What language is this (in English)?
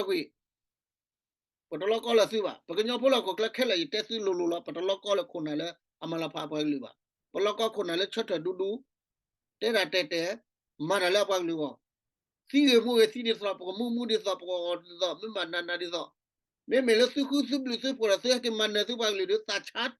S'gaw Karen